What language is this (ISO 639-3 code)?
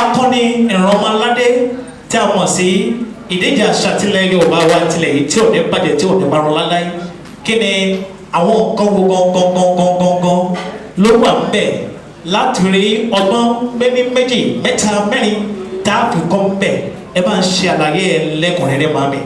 yor